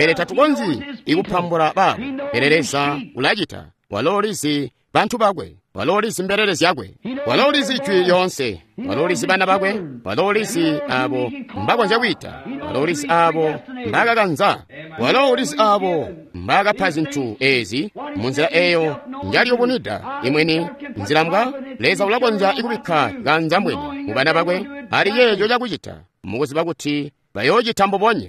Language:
Tonga (Zambia)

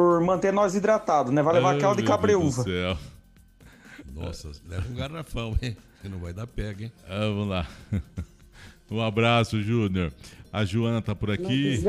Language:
Portuguese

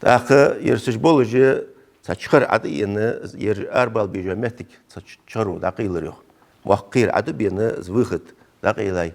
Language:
Ingush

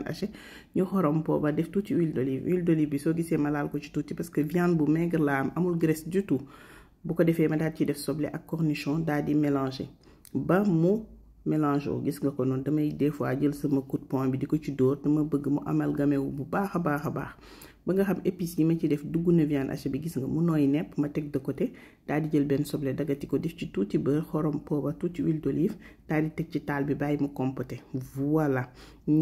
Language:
Wolof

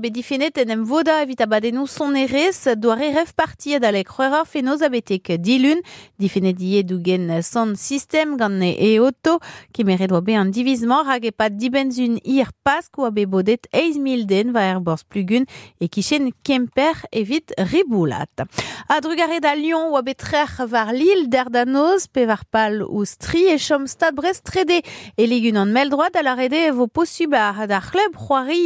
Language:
Breton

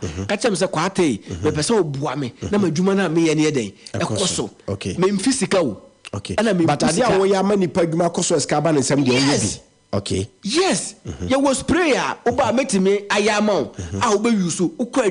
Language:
Akan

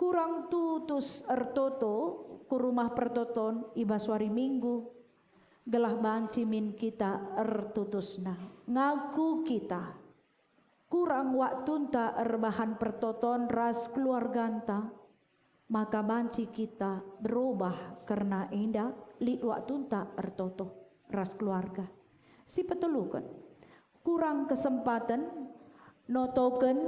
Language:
Batak Karo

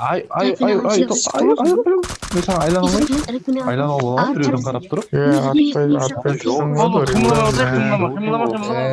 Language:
Kara-Kalpak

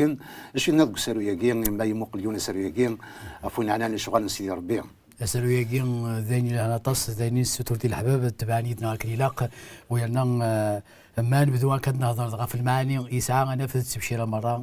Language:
Kabyle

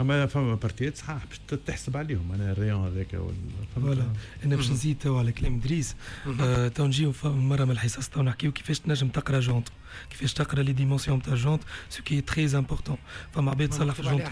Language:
Tunisian Arabic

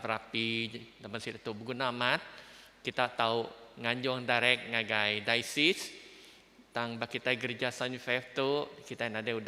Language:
Iban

